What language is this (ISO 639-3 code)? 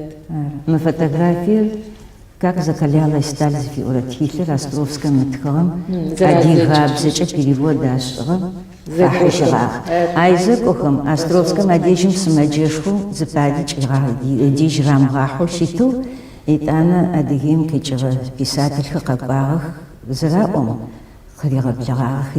ady